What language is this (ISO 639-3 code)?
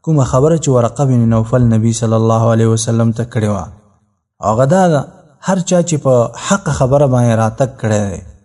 pus